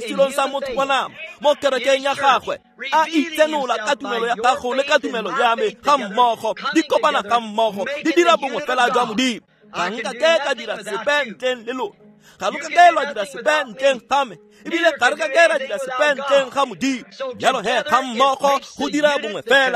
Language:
Tswana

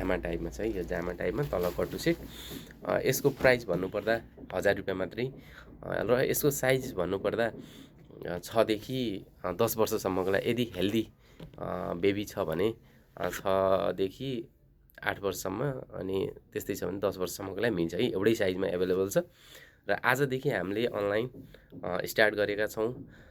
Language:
Nepali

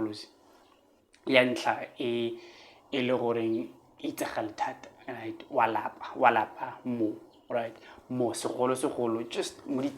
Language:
Tswana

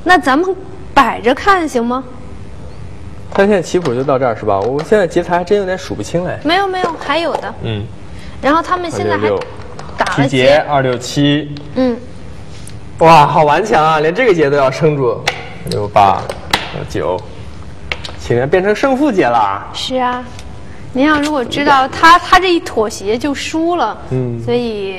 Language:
Chinese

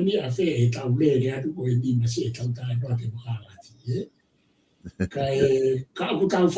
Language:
Tongan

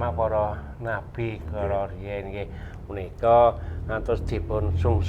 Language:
Javanese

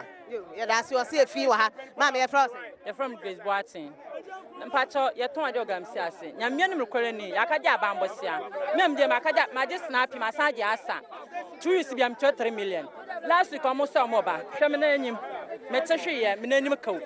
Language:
Akan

